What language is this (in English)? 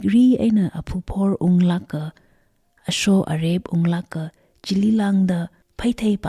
Tangkhul Naga (India)